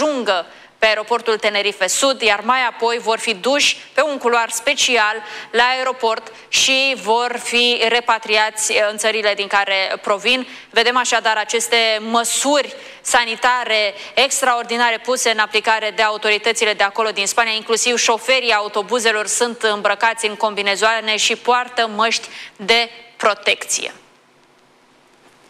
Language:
Romanian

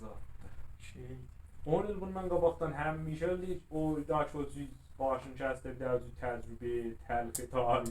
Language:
South Azerbaijani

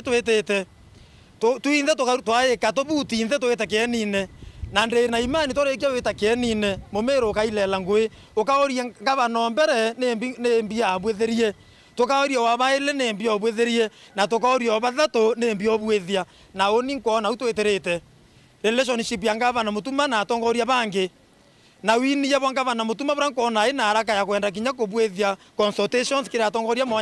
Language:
Meru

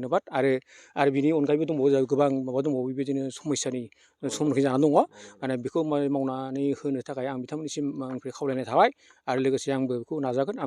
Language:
Bodo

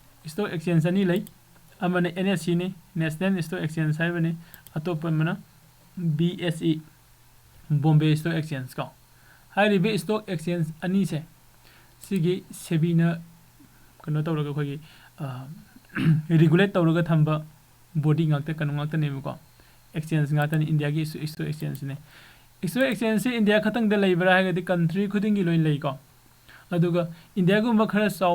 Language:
Manipuri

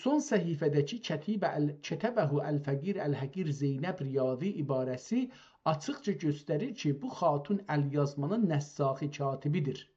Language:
South Azerbaijani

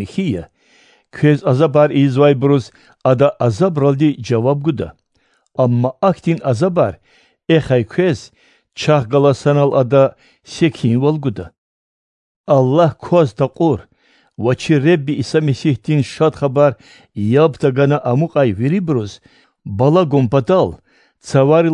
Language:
Lezghian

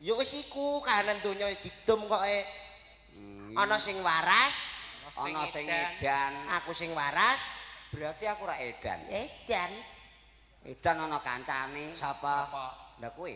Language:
Javanese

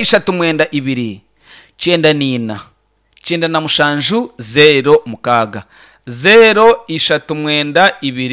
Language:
Nyankole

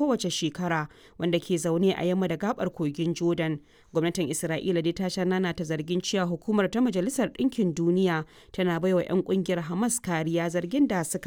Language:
Hausa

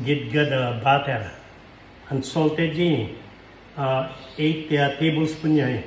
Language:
Pampanga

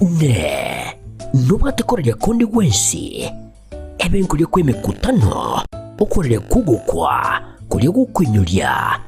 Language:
Gusii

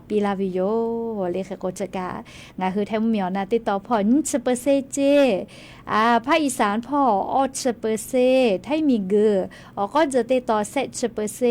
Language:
Lahu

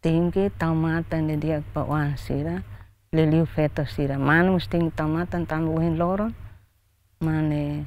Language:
Tetum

